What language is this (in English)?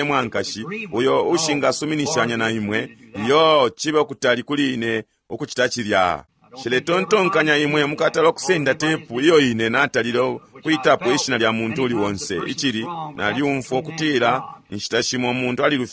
Bemba